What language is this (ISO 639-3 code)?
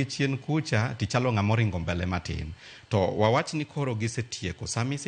luo